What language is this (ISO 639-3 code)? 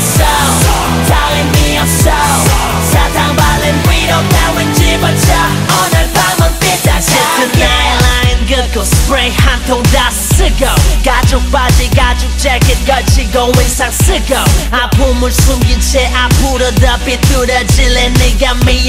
kor